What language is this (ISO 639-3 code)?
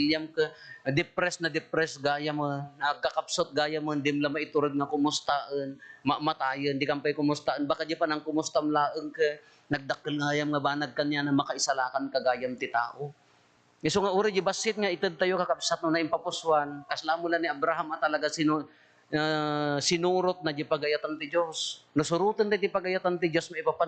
ilo